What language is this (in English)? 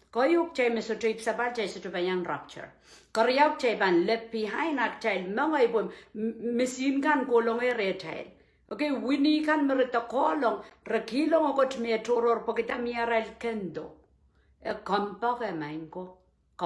Pohnpeian